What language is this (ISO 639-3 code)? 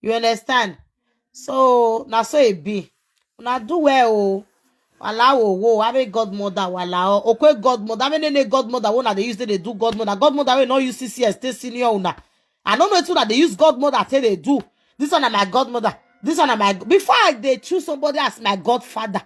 pcm